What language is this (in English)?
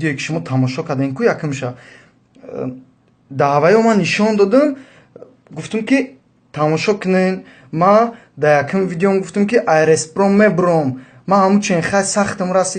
Tajik